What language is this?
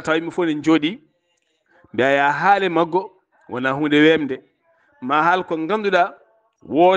Fula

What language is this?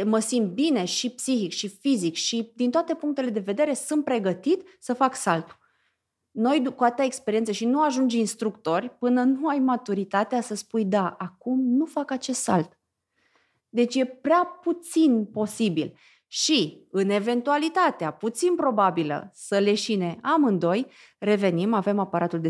Romanian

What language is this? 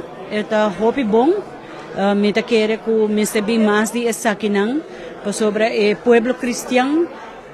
Papiamento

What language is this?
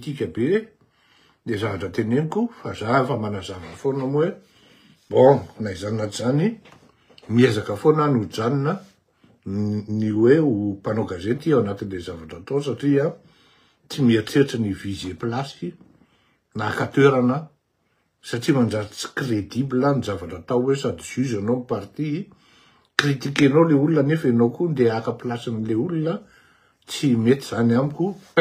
Malagasy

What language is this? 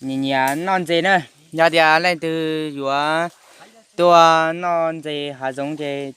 Hmong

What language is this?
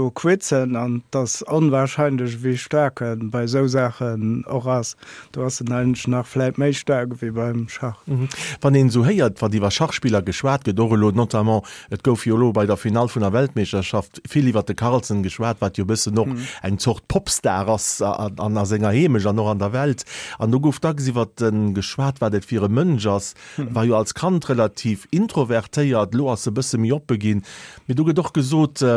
Luxembourgish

